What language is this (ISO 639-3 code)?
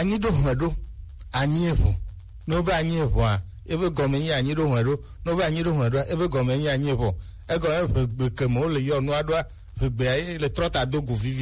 gej